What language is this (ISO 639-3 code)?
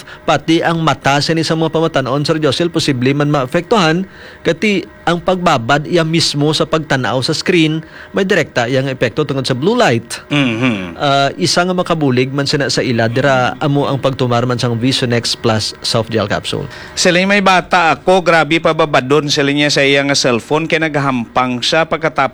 hil